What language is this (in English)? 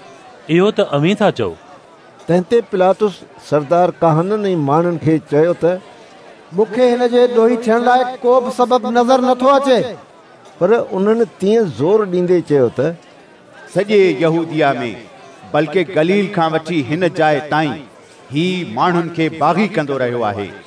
Sindhi